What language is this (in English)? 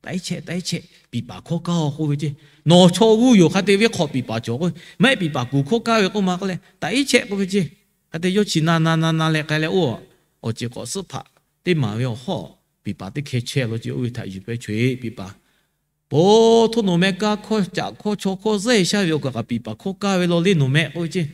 Lahu